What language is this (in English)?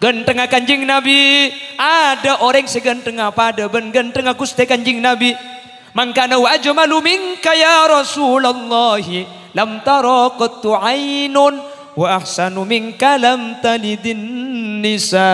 Madurese